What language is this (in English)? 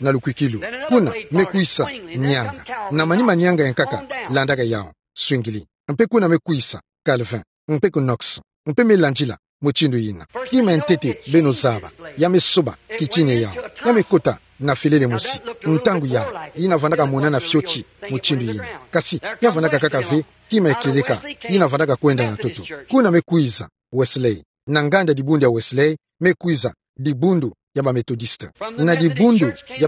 Kituba (Democratic Republic of Congo)